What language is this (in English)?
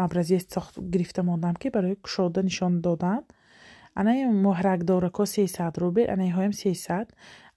Tajik